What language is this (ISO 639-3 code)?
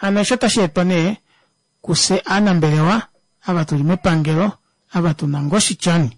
kua